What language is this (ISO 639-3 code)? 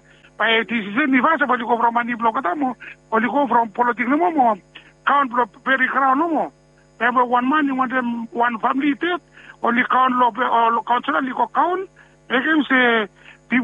bis